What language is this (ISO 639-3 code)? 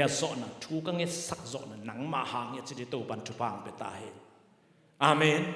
ctd